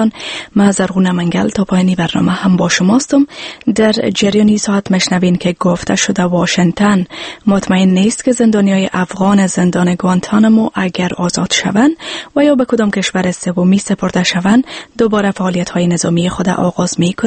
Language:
Persian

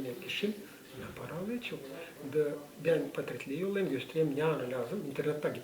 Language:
Gagauz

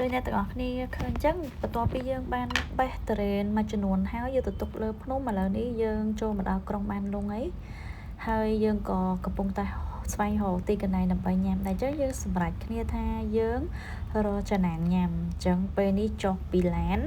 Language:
Khmer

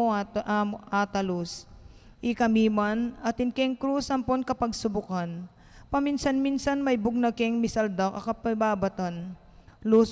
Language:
Pampanga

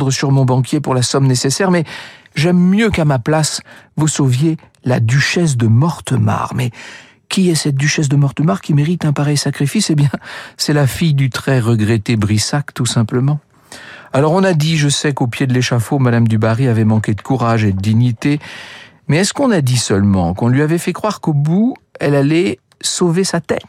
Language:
French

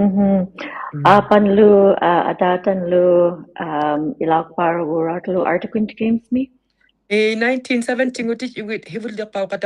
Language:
Inuktitut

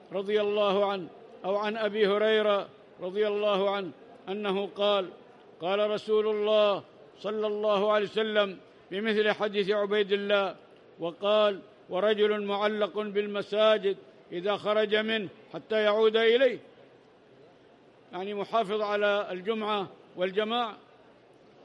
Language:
Arabic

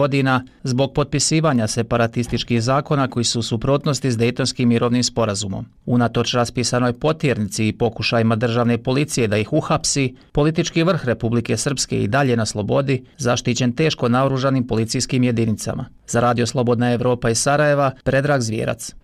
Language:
Bosnian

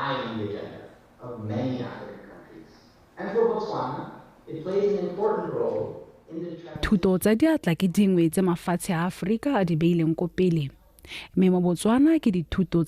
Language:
Tswana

